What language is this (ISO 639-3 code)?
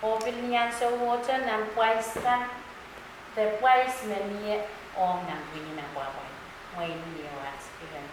pon